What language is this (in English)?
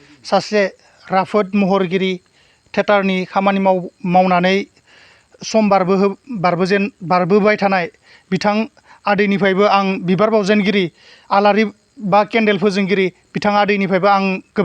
Bodo